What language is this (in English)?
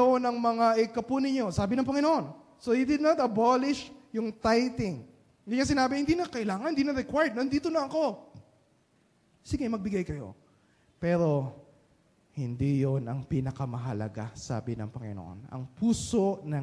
Filipino